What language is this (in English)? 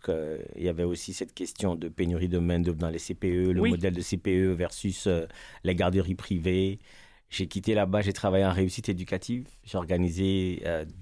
French